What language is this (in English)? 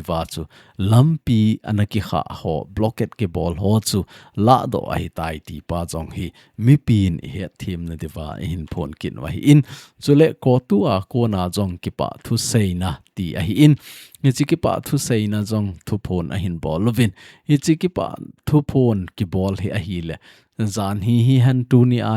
Thado Chin